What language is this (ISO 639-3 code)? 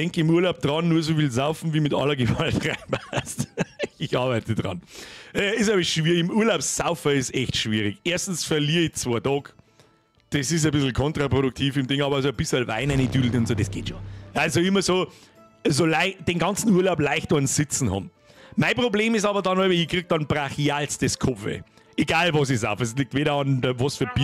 bar